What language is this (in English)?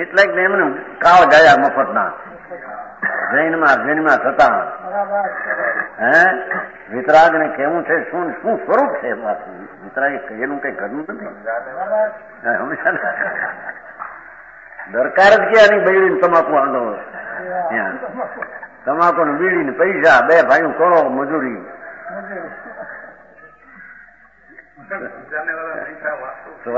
Gujarati